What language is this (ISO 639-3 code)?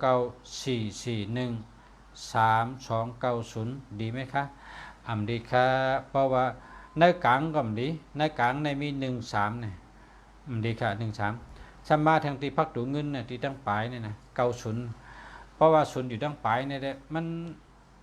shn